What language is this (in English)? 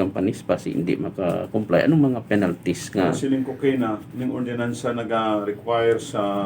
Hiligaynon